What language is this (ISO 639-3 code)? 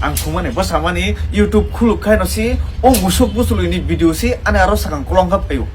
trp